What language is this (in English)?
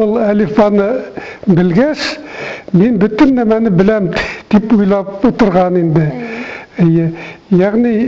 Bashkir